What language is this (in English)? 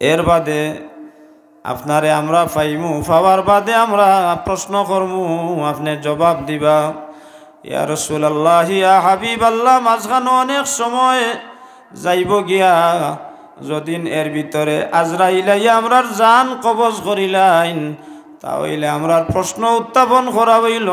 Sylheti